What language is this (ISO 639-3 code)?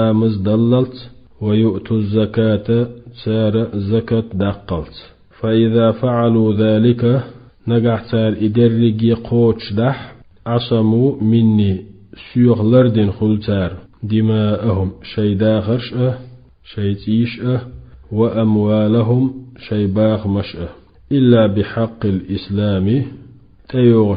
che